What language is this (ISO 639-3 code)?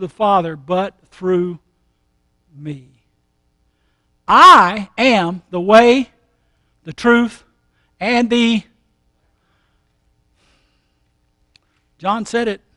eng